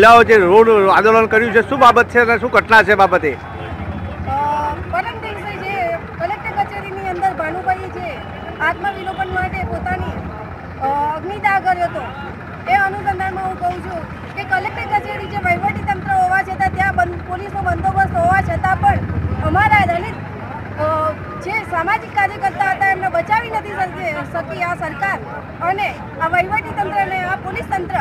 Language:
Gujarati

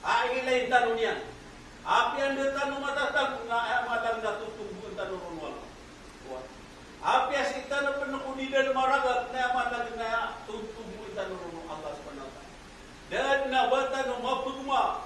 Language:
Maranao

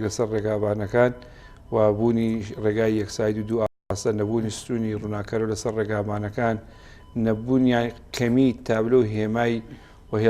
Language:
Central Kurdish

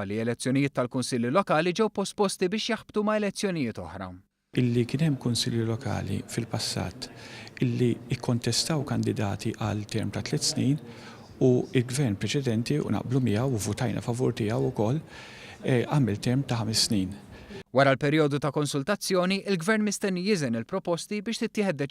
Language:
Maltese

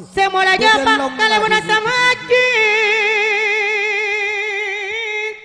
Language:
Madurese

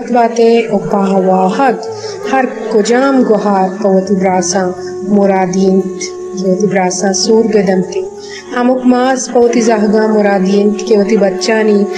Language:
Baluchi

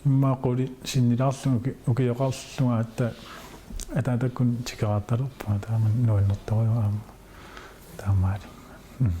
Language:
Kalaallisut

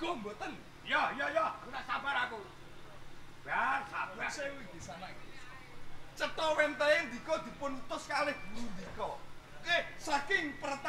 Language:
Javanese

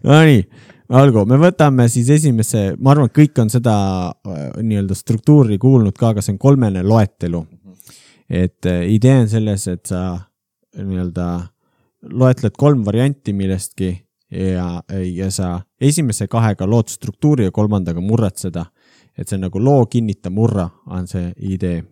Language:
Estonian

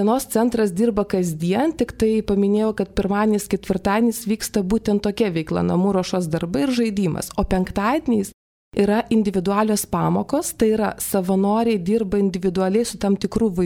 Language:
Lithuanian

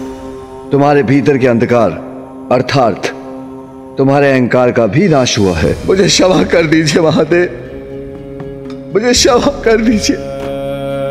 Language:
Hindi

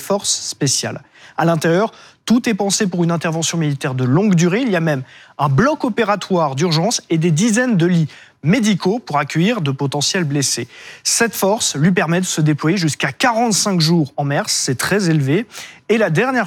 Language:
French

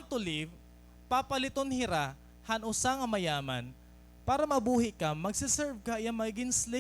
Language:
Waray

